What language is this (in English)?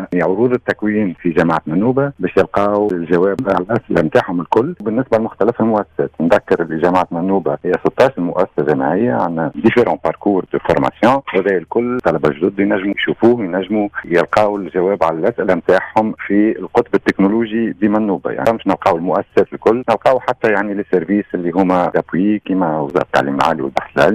Tunisian Arabic